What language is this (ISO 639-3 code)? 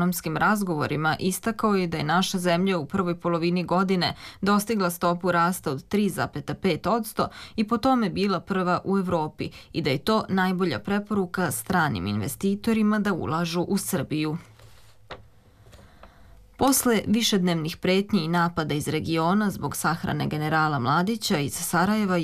srp